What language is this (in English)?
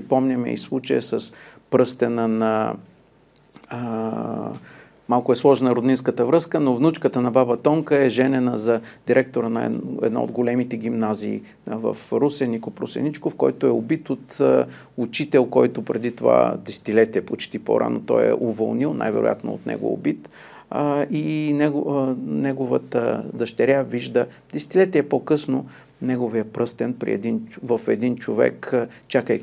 Bulgarian